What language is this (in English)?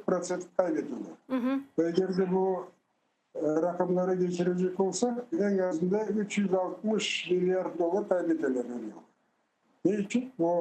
Crimean Tatar